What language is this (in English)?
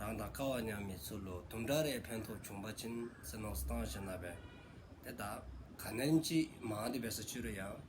Dzongkha